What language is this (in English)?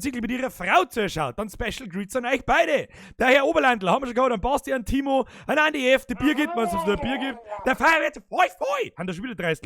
Bavarian